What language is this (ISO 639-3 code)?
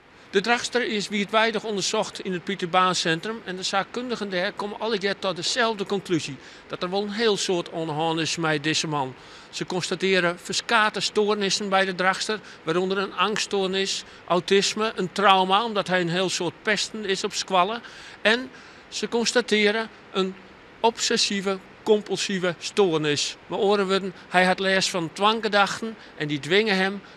fry